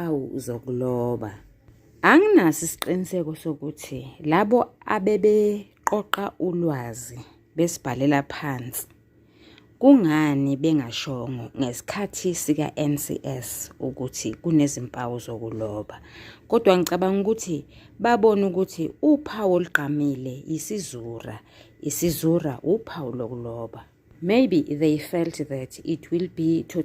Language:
Zulu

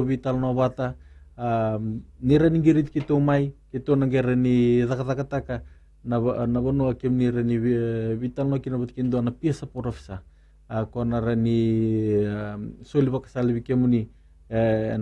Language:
Fijian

